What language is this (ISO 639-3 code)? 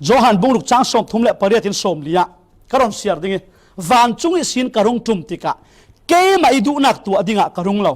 cfm